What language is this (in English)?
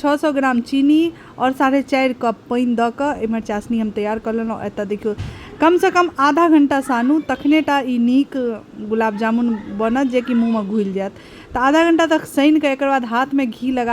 Maithili